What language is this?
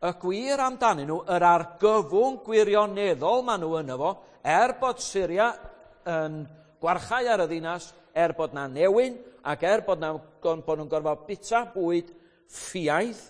Welsh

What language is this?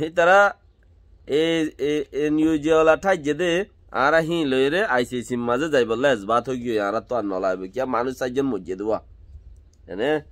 Rohingya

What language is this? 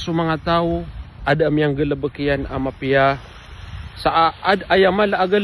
Maranao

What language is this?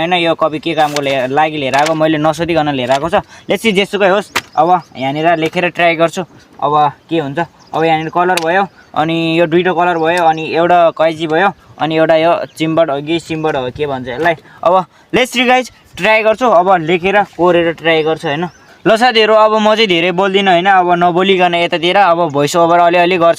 Nepali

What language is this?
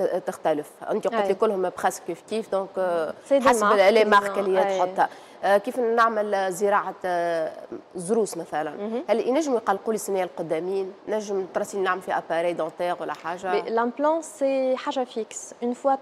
Tunisian Arabic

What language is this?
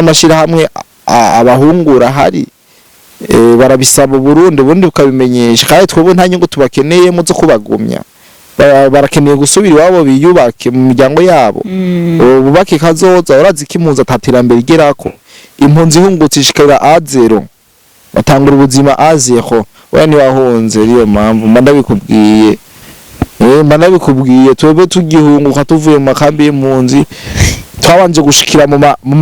Rundi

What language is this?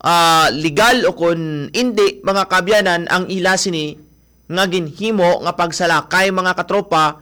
Hiligaynon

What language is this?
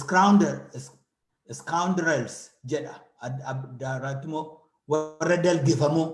Oromo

